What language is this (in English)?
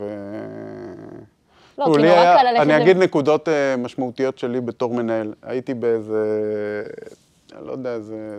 Hebrew